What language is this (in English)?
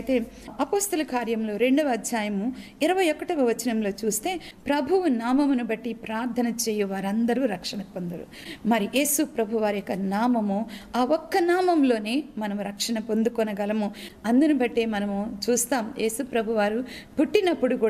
Telugu